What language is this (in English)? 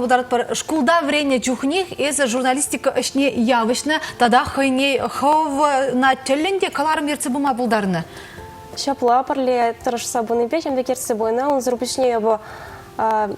Chuvash